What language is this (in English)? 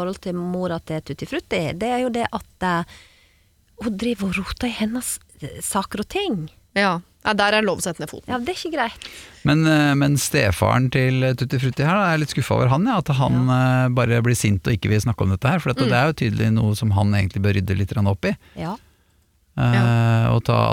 Norwegian